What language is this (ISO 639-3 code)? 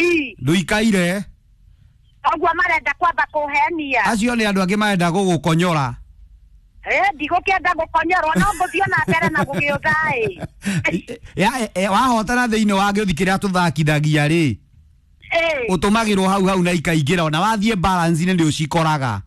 kik